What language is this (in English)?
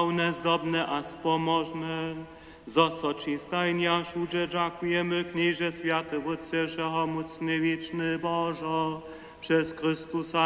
Upper Sorbian